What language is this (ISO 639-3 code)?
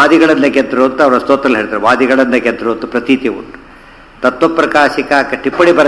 kan